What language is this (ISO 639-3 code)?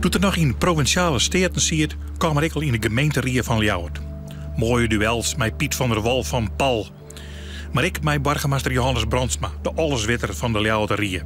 fry